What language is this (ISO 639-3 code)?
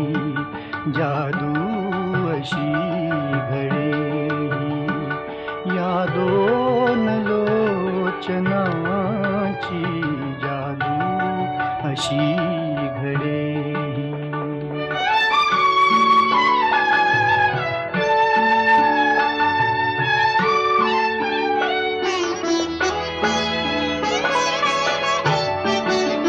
mar